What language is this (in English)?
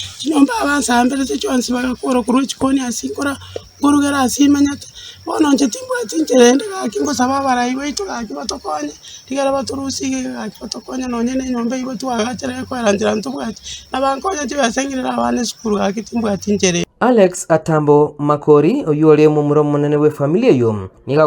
Gusii